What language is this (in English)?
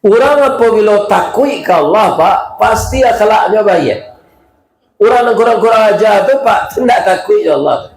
Minangkabau